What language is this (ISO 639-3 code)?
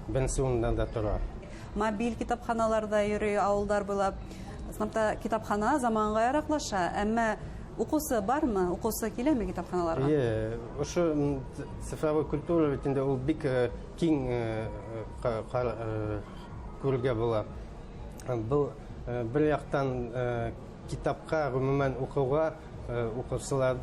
bak